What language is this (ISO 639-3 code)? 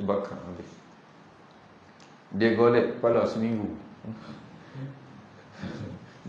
msa